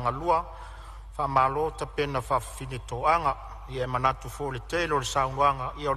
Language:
Samoan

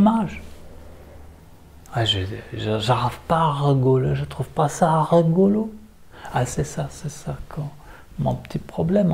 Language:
French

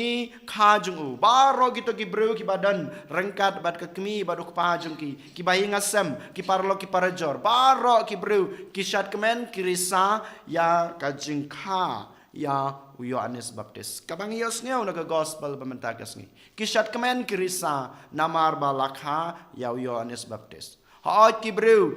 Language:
Khasi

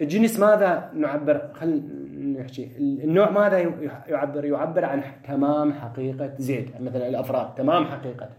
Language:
Mesopotamian Arabic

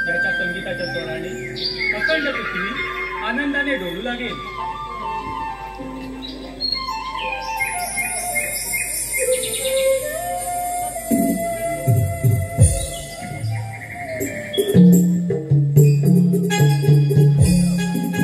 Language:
Marathi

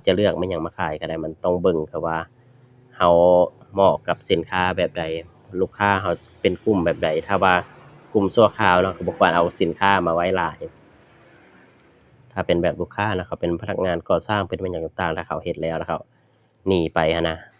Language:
Lao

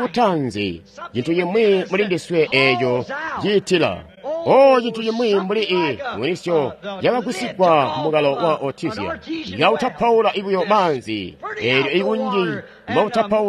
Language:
Tonga (Zambia)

